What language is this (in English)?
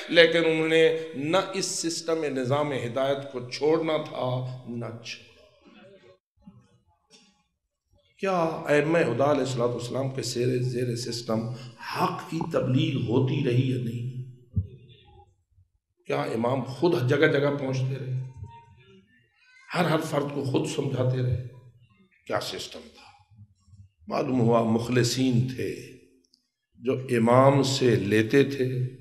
Urdu